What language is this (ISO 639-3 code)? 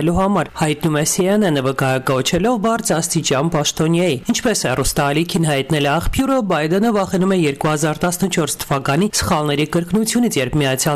hye